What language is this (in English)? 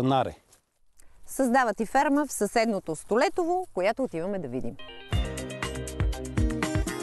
Bulgarian